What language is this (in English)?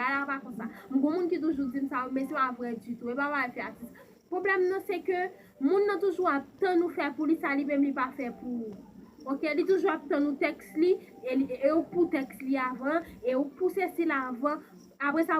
Haitian Creole